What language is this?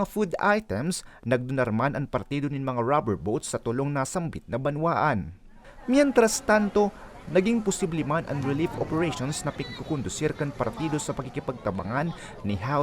Bikol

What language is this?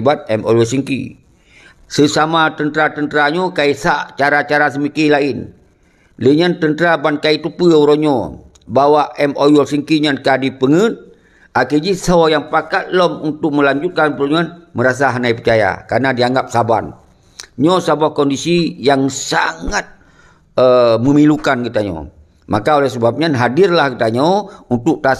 Achinese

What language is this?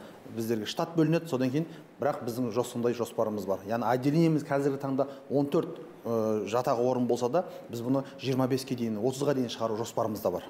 Kazakh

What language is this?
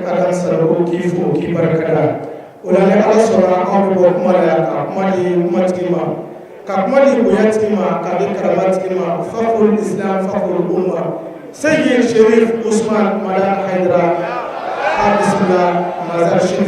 Bambara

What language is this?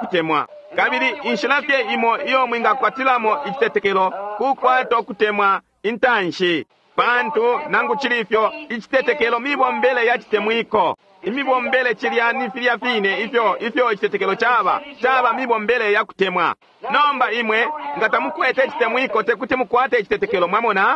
Bemba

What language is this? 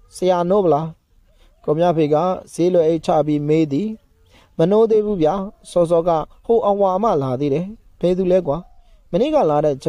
Burmese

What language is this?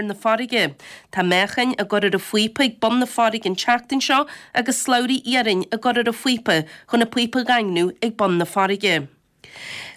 Irish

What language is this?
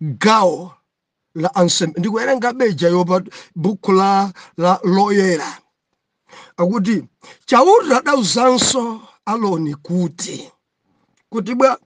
Nyanja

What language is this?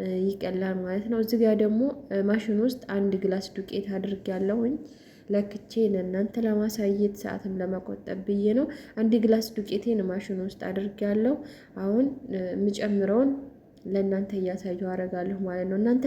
Amharic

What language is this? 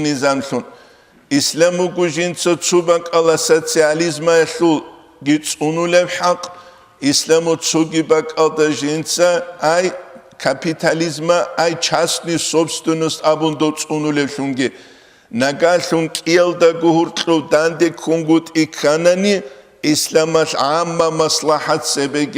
Avaric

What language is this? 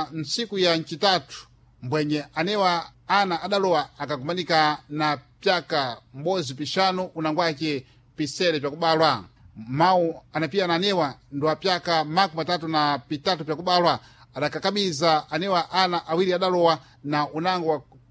Sena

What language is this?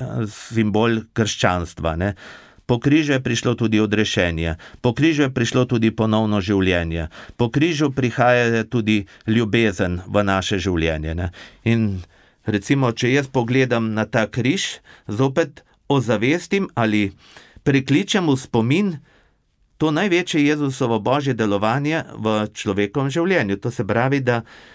Slovenian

